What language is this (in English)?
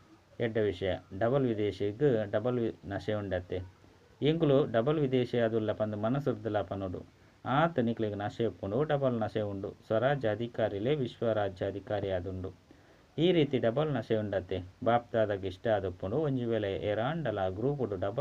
Tulu